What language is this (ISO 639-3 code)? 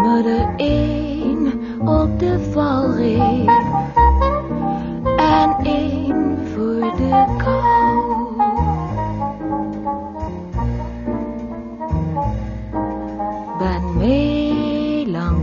nld